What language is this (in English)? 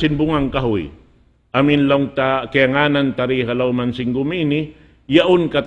Tausug